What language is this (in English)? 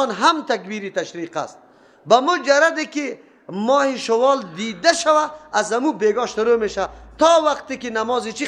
Persian